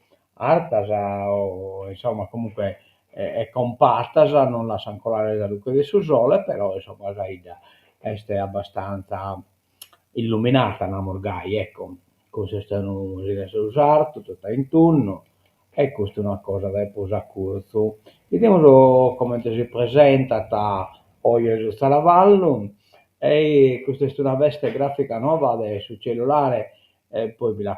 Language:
Sardinian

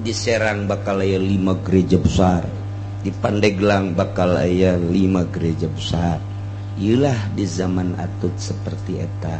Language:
Sundanese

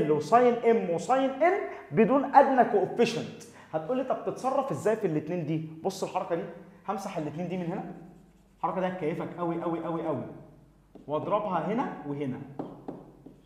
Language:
Egyptian Arabic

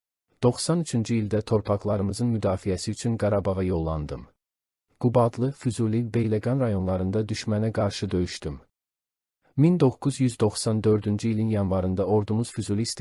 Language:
Azerbaijani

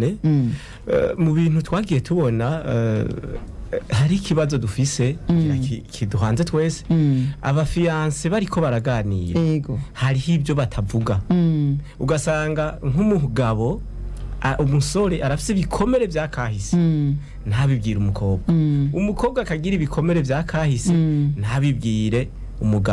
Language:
Rundi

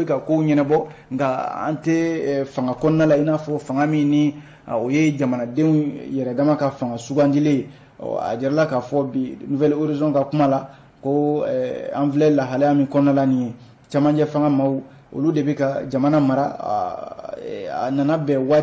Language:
Bambara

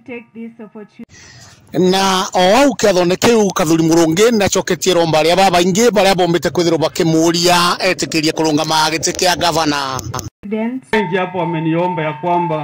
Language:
Meru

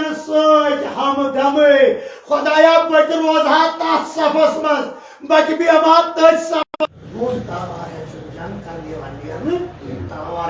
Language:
Kashmiri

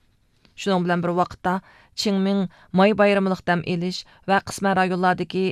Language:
Uyghur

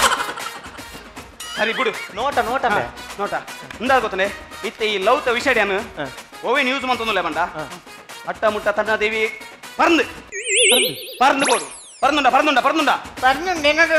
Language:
Tulu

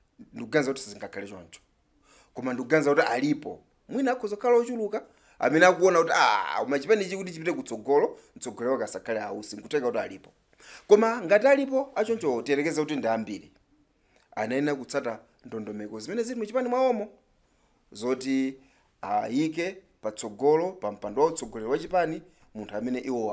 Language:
Nyanja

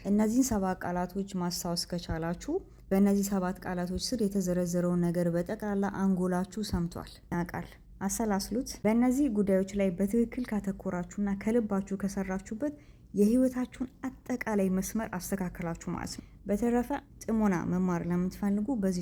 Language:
Amharic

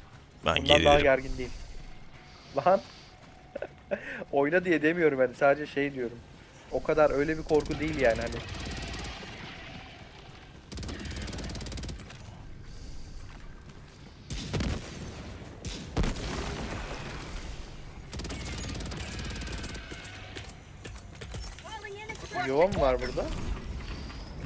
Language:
Turkish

